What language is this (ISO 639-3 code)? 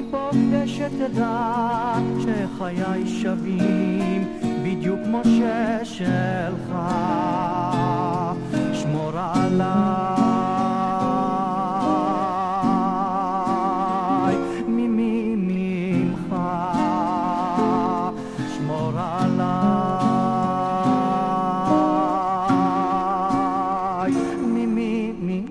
heb